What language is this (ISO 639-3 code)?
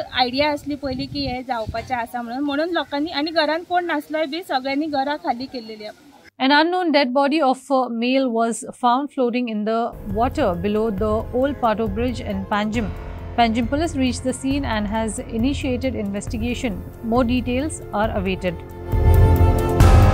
kok